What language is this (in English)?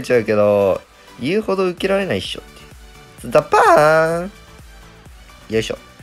Japanese